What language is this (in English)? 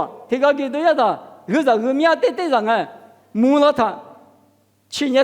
Lisu